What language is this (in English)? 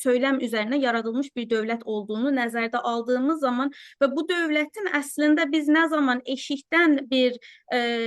South Azerbaijani